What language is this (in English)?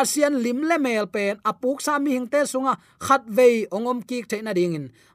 Tedim Chin